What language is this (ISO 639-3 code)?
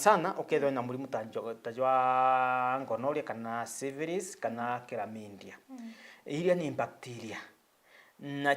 mer